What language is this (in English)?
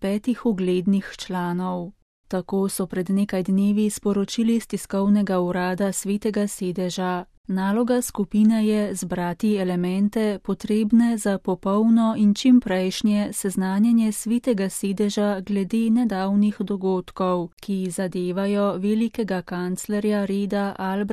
Slovenian